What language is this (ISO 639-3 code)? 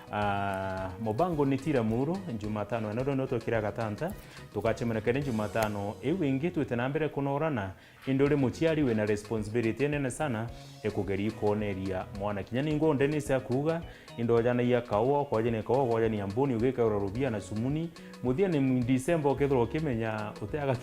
mer